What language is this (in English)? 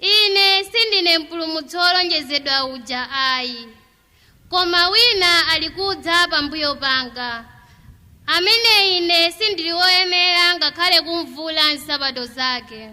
Nyanja